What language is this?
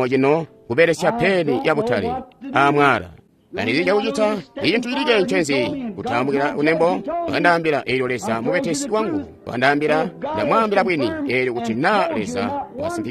Tonga (Zambia)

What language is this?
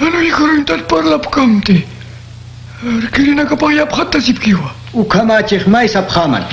Aymara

